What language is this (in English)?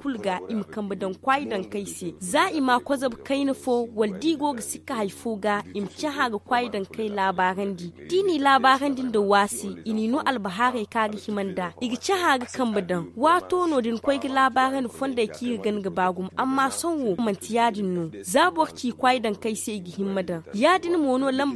Zarma